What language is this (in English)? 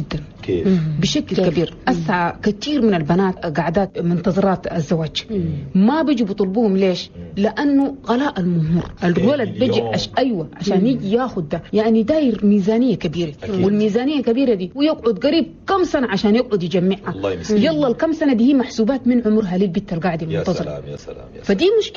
Chadian Arabic